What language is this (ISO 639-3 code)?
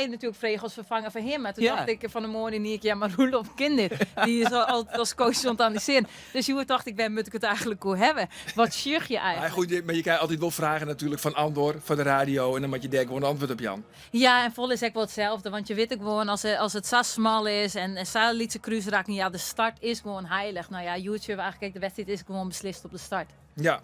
fry